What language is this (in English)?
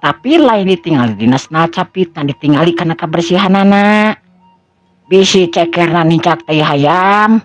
Sundanese